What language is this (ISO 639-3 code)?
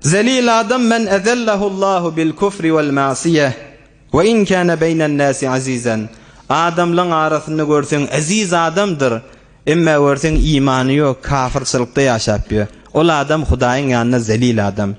tuk